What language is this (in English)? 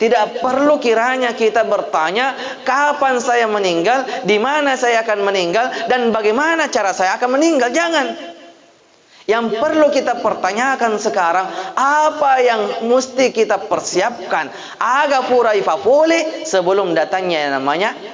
Buginese